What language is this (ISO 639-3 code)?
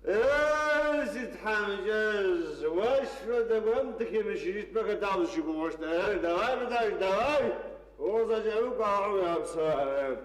ady